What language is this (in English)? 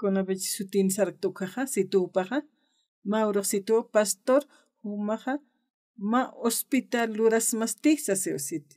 Aymara